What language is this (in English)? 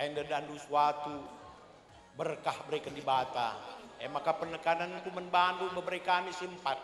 Batak Karo